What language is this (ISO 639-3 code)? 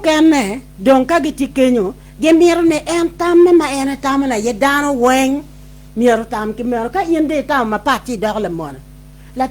ach